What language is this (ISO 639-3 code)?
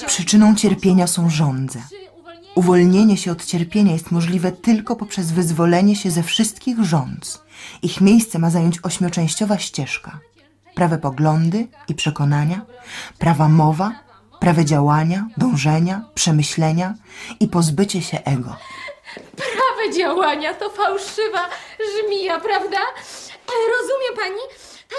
pol